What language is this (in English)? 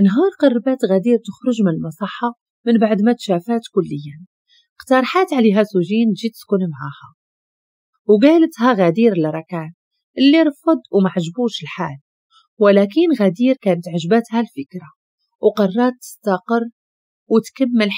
Moroccan Arabic